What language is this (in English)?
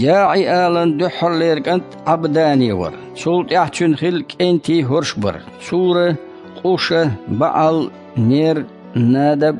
Chechen